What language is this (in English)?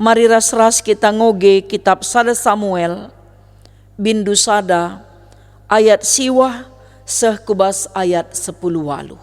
Batak Karo